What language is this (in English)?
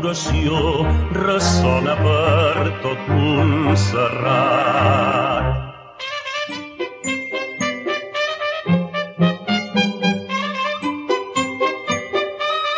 Catalan